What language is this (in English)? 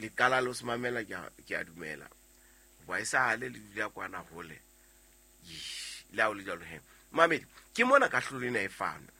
Southern Sotho